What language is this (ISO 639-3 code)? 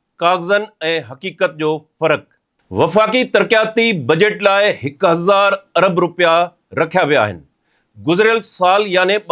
snd